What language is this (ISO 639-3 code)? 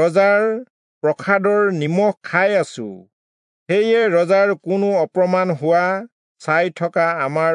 asm